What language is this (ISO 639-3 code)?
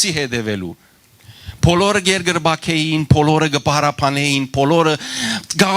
hyw